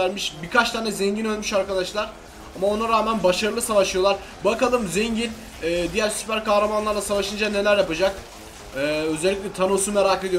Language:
Turkish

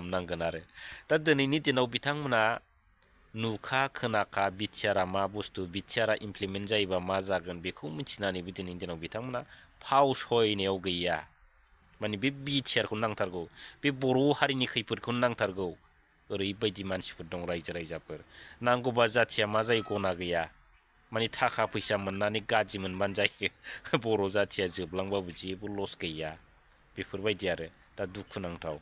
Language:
Bodo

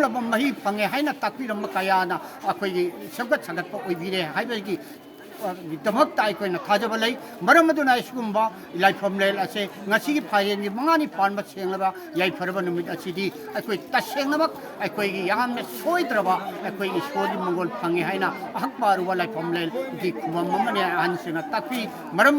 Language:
Manipuri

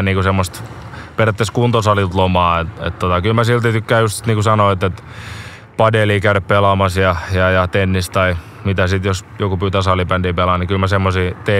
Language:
Finnish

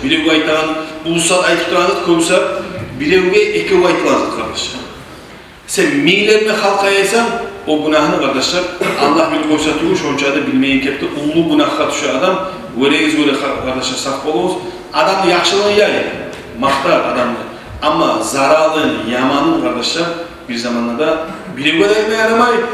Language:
Kumyk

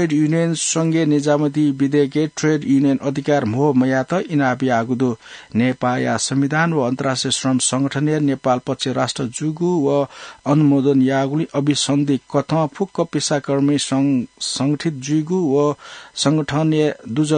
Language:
Newari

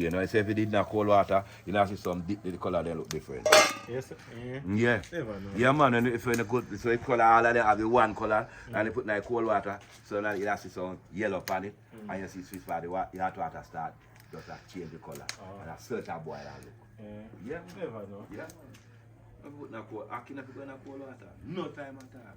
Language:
Jamaican Creole English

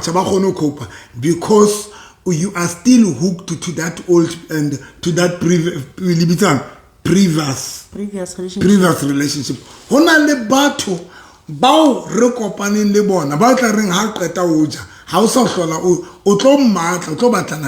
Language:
Southern Sotho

